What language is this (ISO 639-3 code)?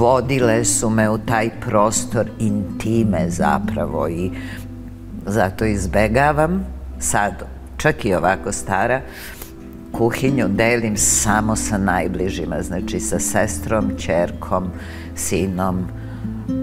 srp